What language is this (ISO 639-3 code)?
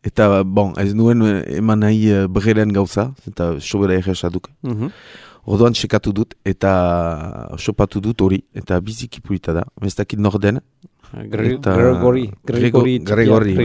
eus